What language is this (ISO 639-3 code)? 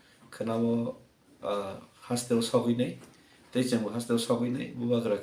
trp